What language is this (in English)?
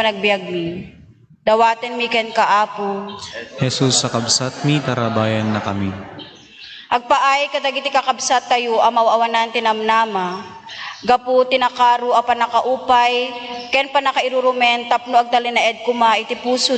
Iloko